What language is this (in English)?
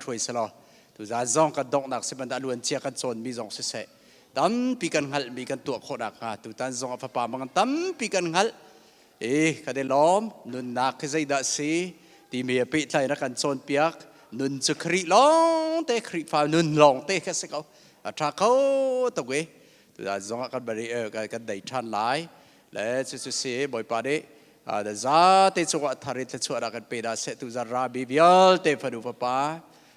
Hakha Chin